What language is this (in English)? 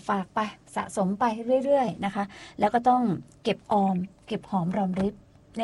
Thai